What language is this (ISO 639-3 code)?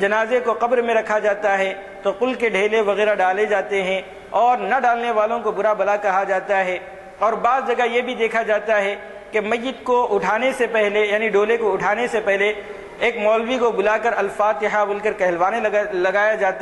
urd